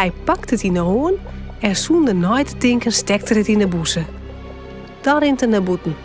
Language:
Western Frisian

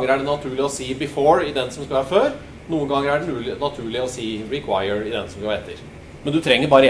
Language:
Norwegian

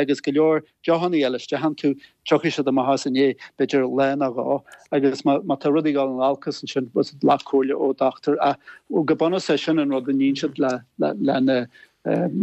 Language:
Irish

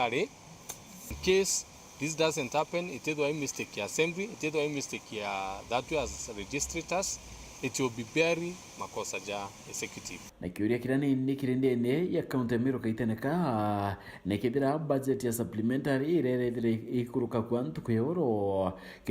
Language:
Meru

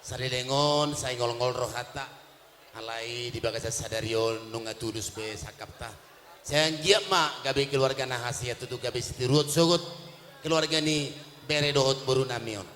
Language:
Batak Toba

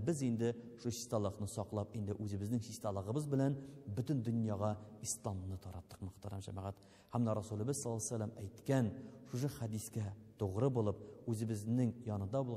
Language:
Tatar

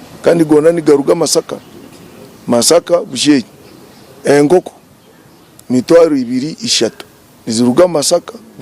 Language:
Nyankole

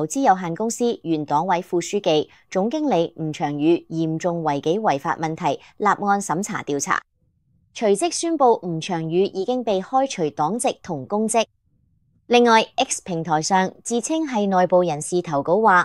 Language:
Cantonese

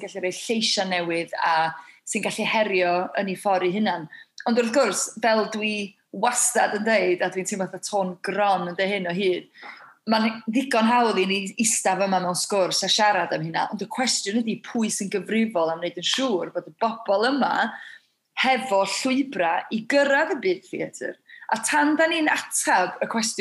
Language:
Welsh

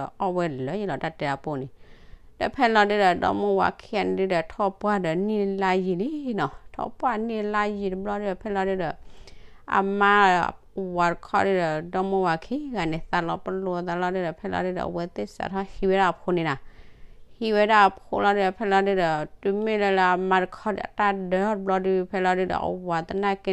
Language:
S'gaw Karen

